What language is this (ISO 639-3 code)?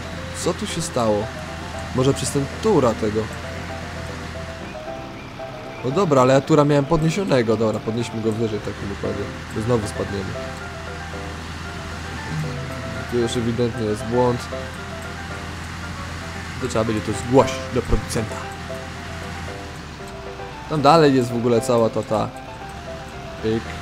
pol